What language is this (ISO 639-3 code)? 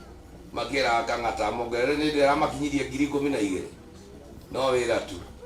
kik